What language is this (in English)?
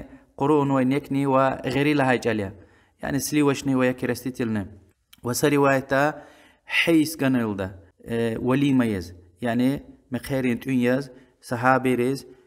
Lezghian